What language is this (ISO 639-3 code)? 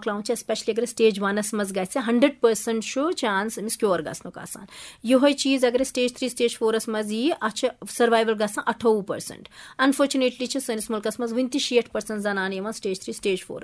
kas